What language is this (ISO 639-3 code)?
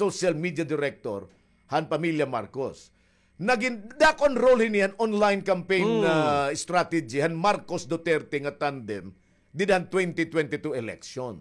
war